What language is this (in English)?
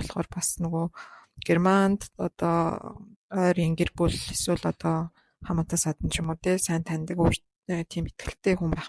Mongolian